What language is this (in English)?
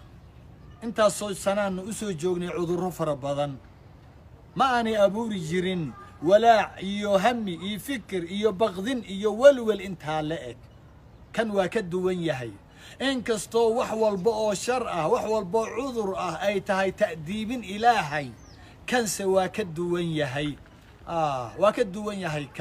Somali